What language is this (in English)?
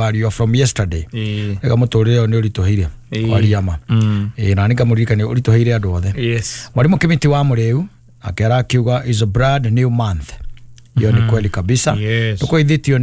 Kikuyu